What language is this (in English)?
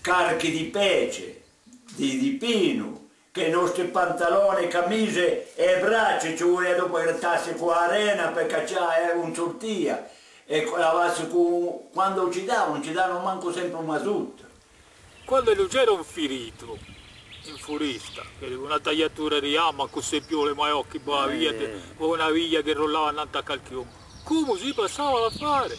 Corsican